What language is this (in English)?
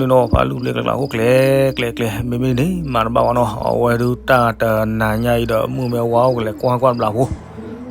S'gaw Karen